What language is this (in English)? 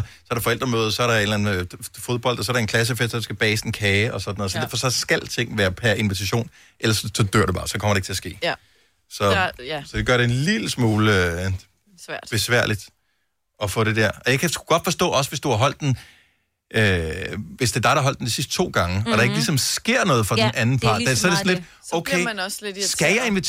Danish